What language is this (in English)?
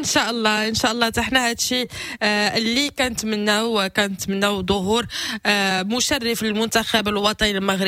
Moroccan Arabic